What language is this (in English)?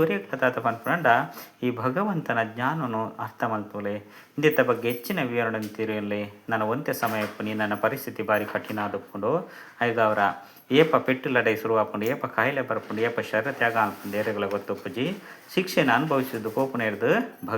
Tulu